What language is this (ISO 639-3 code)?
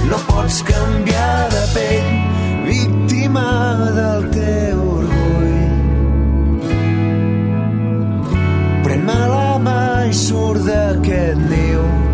cat